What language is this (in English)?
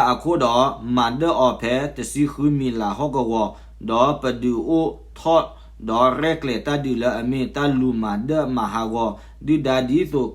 S'gaw Karen